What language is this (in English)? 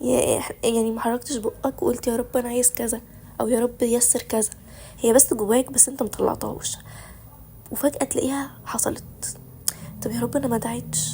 Egyptian Arabic